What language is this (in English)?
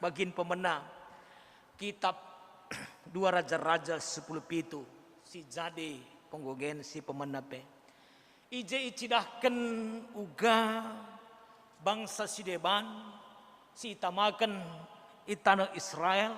Batak Karo